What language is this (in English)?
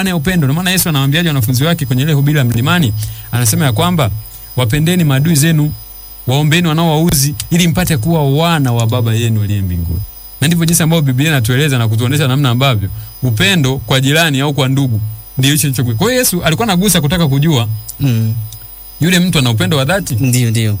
Swahili